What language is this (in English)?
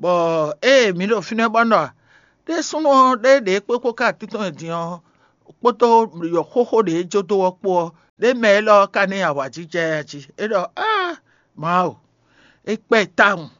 Fon